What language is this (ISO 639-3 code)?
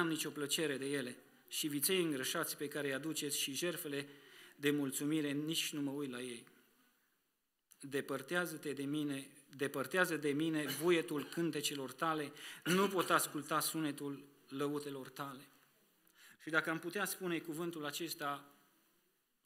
ron